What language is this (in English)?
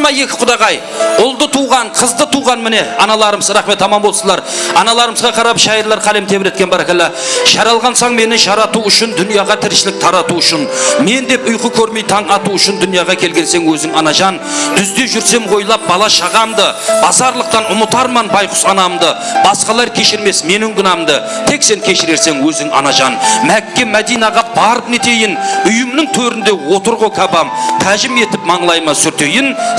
Kara-Kalpak